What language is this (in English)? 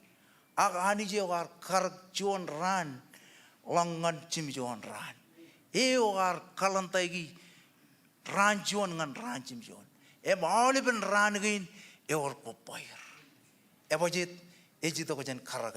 Marshallese